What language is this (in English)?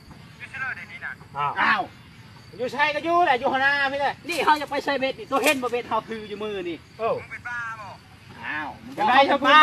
Lao